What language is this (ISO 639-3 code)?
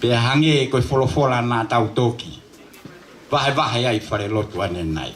ton